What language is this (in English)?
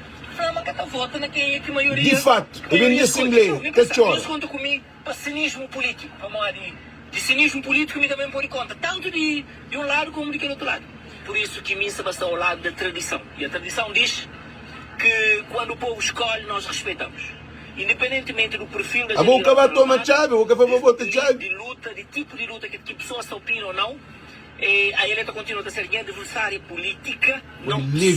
Kabuverdianu